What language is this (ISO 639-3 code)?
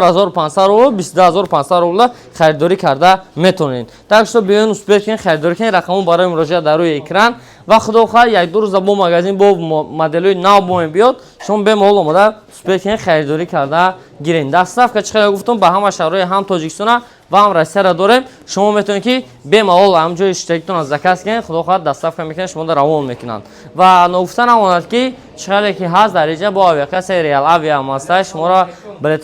tgk